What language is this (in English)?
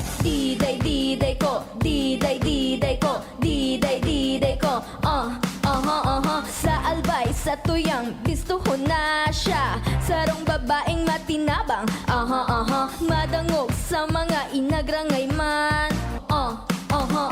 Bikol